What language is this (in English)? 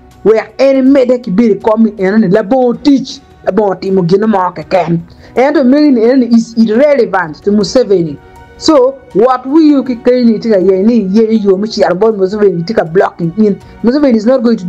Acoli